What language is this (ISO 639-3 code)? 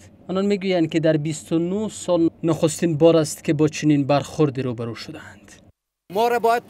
fas